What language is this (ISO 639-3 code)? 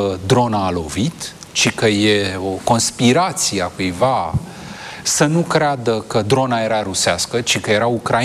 ron